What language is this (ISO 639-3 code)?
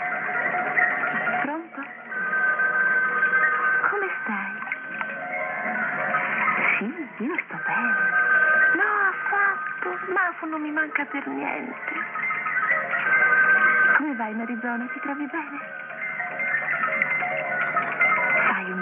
ita